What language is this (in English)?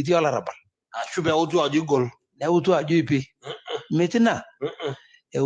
Masai